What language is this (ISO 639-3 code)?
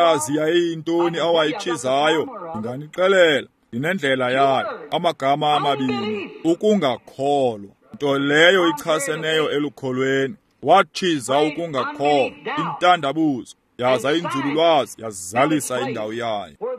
xho